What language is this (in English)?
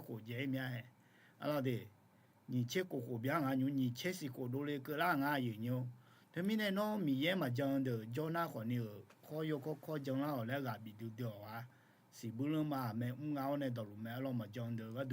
Akha